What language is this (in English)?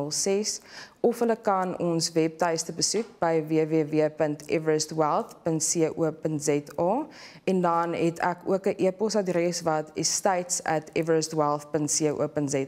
Afrikaans